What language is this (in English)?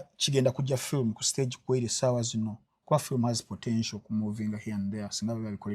Ganda